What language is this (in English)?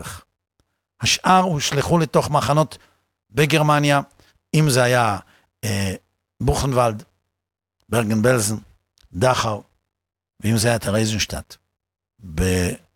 Hebrew